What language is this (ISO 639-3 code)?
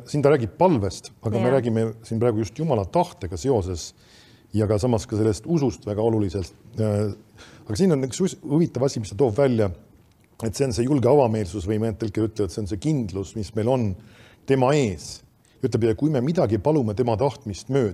est